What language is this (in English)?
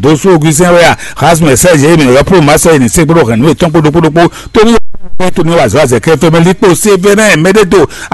Fon